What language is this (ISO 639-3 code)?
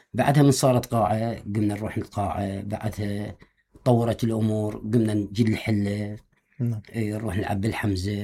acm